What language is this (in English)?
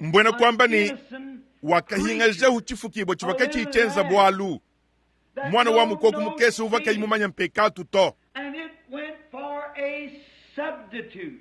Luba-Lulua